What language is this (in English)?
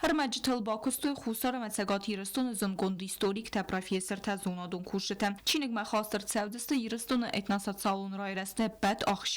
Ossetic